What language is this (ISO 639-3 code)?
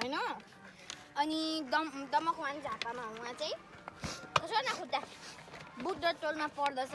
nep